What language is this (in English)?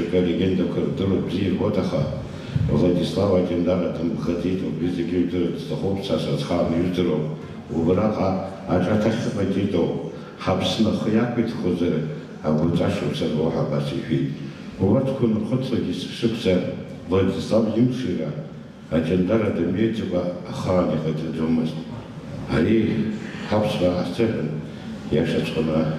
Abkhazian